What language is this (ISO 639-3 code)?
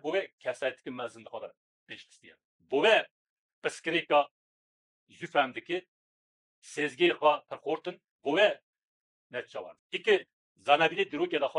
kur